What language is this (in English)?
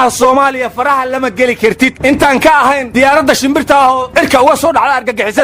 Somali